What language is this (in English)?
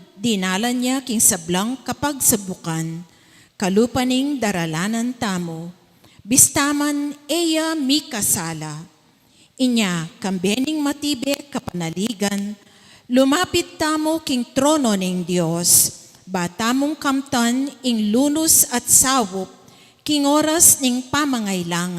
Pampanga